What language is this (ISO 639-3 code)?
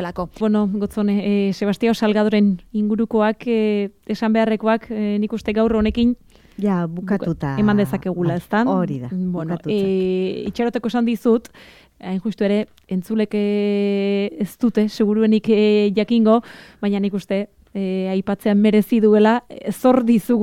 eus